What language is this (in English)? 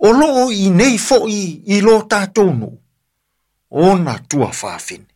Samoan